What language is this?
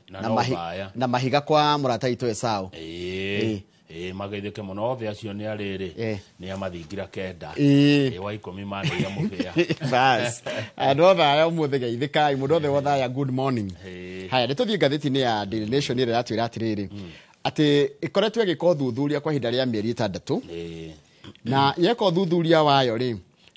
Kikuyu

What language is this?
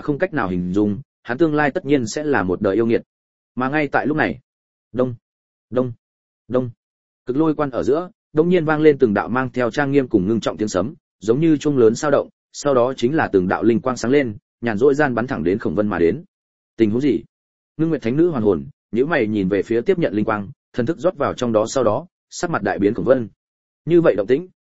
Vietnamese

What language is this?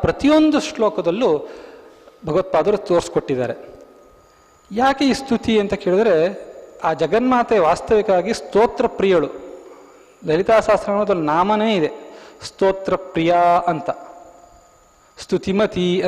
Kannada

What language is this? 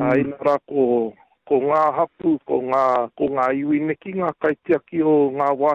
Māori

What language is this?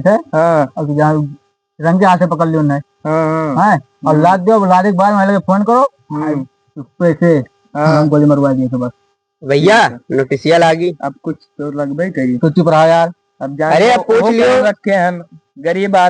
Awadhi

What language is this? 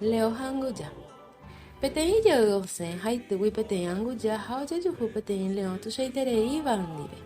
Guarani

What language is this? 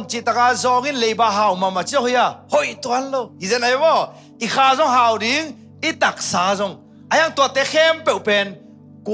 Tedim Chin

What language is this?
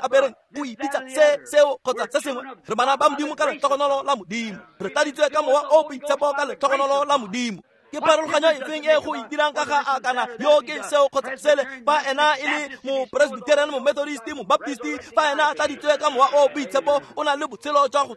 Tswana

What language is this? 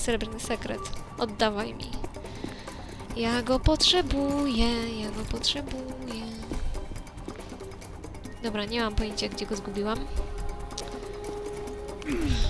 Polish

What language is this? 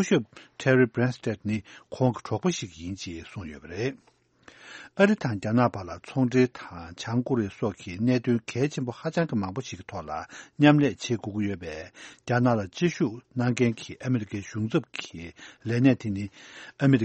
Tibetan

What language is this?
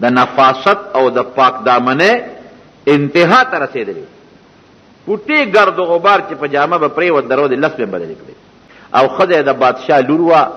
Pashto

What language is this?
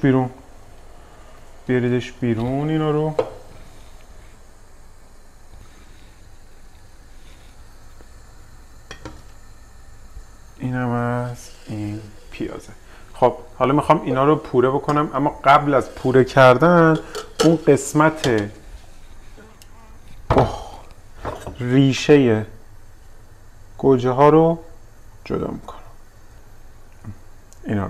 Persian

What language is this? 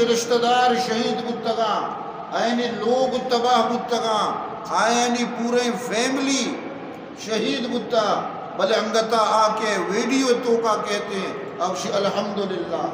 Baluchi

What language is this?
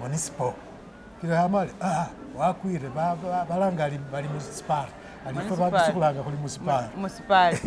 Masaaba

